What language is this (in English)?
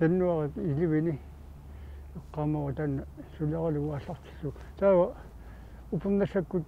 Kalaallisut